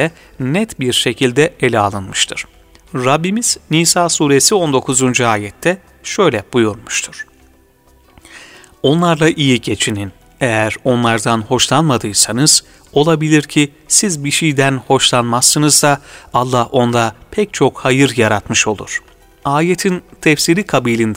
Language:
Turkish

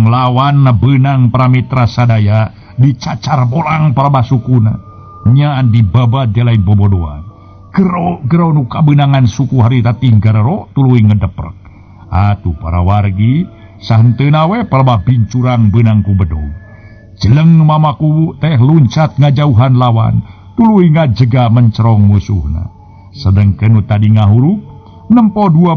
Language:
Sundanese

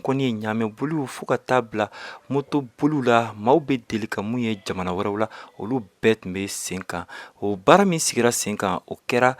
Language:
Bambara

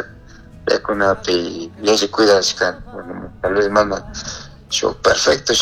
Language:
Chimborazo Highland Quichua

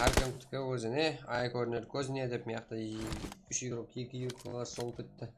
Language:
Kara-Kalpak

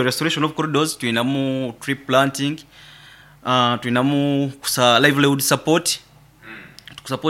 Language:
Nyoro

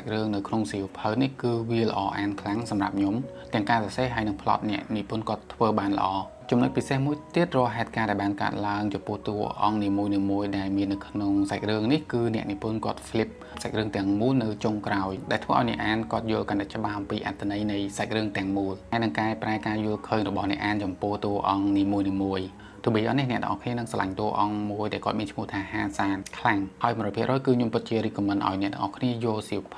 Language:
Khmer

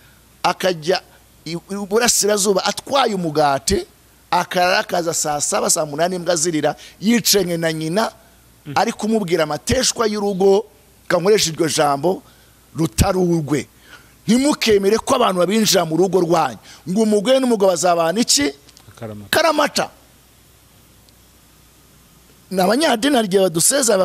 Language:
Kinyarwanda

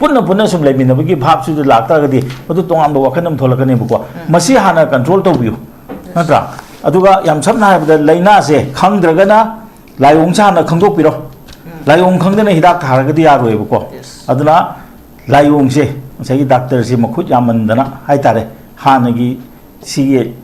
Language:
Manipuri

